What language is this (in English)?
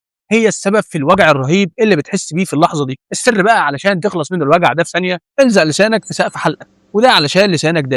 Egyptian Arabic